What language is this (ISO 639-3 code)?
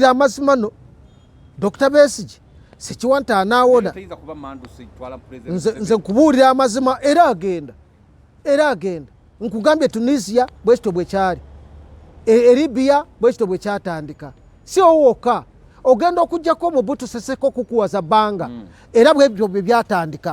lug